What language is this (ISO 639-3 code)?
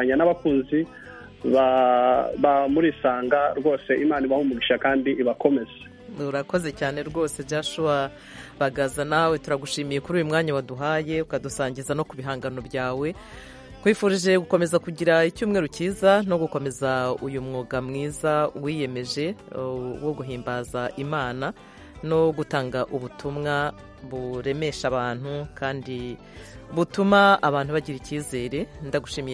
kin